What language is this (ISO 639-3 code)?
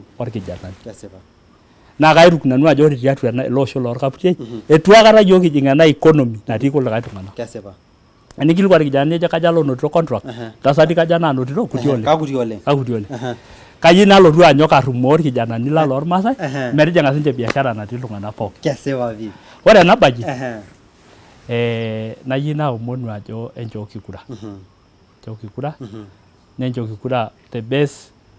mas